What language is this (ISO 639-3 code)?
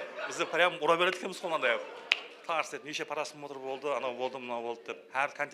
kaa